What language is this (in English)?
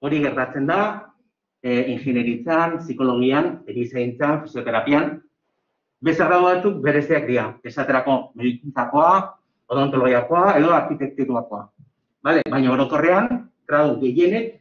Basque